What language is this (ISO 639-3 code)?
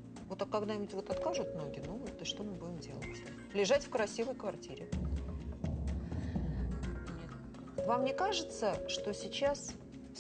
rus